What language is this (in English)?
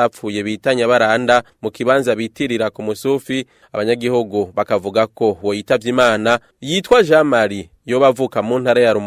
Rundi